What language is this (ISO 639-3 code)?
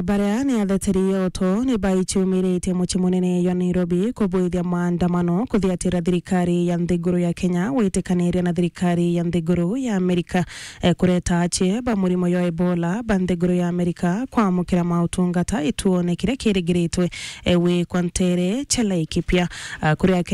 mer